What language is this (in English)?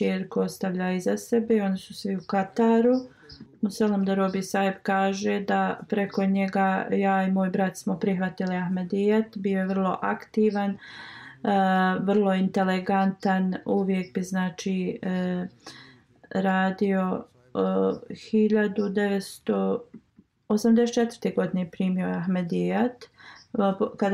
Bosnian